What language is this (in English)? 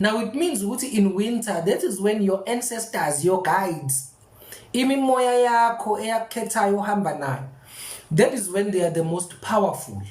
Zulu